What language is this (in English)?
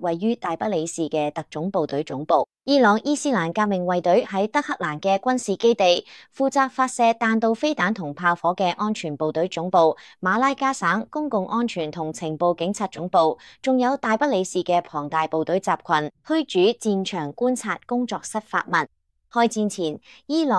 Cantonese